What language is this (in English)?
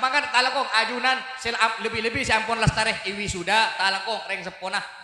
Madurese